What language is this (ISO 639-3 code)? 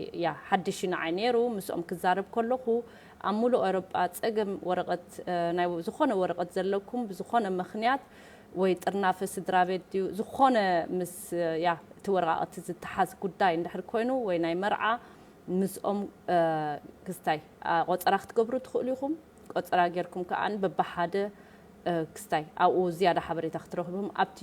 tir